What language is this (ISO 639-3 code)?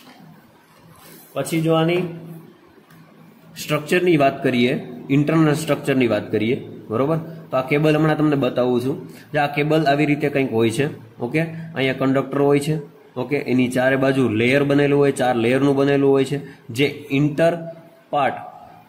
guj